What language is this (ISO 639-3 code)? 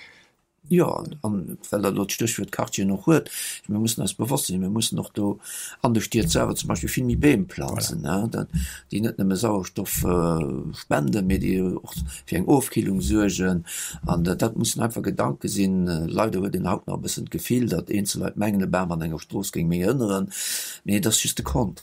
ltz